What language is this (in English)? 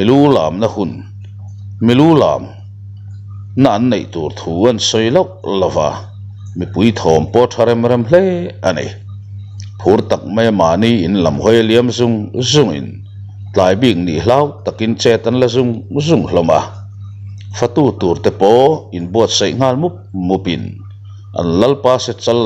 Mizo